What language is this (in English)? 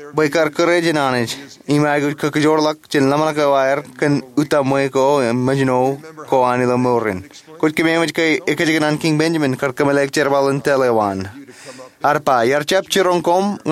Marshallese